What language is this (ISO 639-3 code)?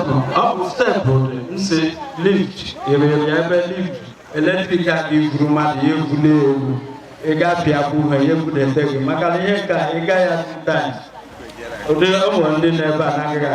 ibo